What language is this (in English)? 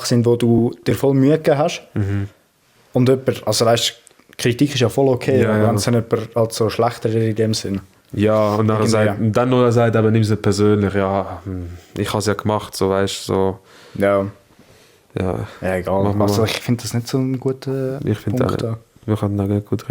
Swiss German